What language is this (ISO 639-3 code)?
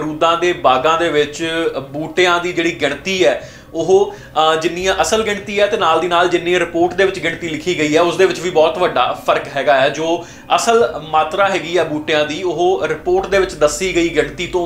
pan